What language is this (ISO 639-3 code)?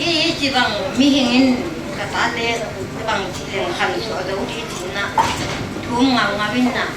ctd